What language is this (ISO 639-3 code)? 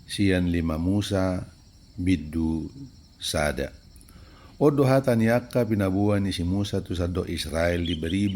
bbc